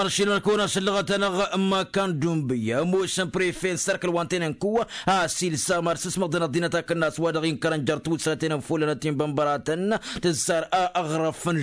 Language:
Tamasheq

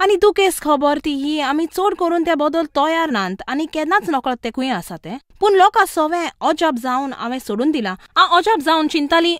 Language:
Konkani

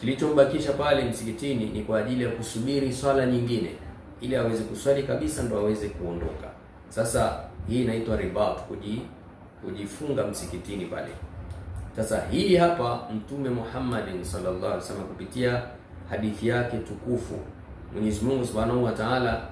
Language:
Swahili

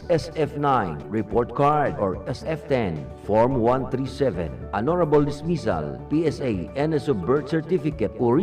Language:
Bikol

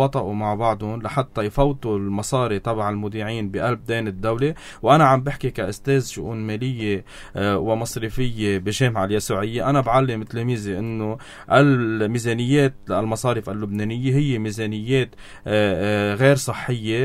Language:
North Levantine Arabic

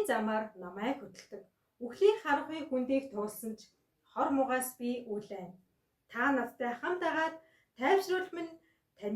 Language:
Mongolian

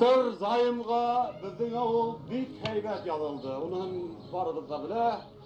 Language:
Bashkir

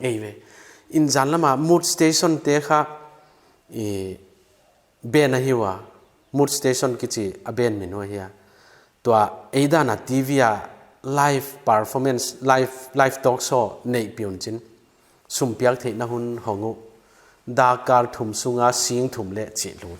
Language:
Paite Chin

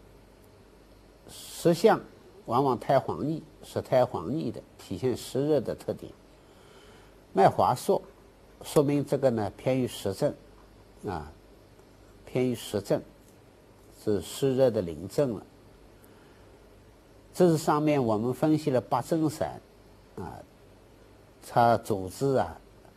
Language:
Chinese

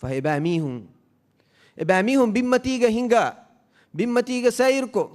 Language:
Divehi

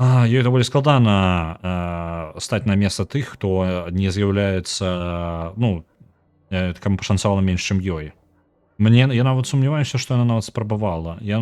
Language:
Belarusian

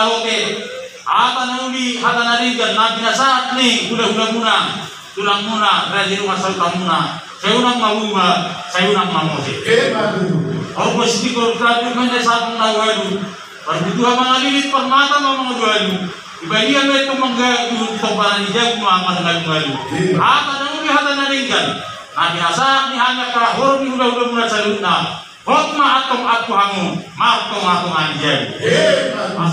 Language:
Batak Toba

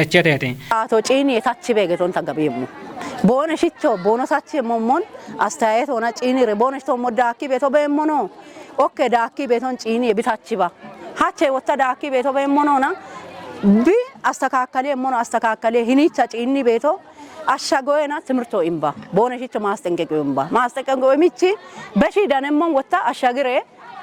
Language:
Kafa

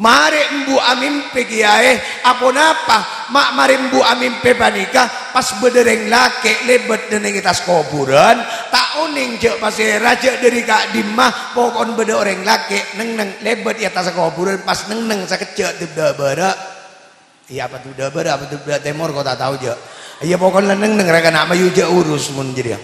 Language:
Madurese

